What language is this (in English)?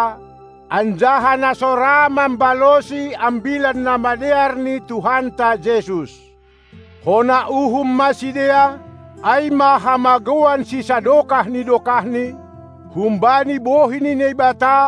Batak Simalungun